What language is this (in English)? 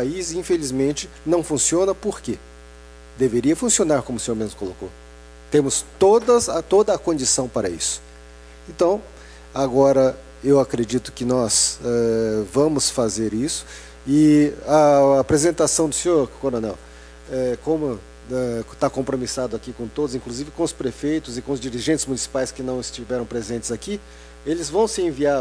Portuguese